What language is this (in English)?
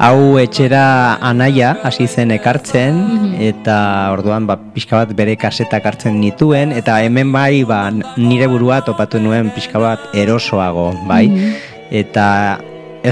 Basque